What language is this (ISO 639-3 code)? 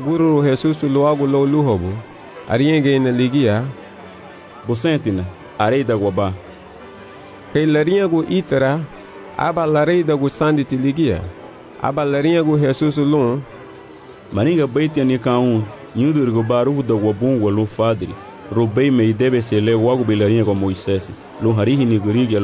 cab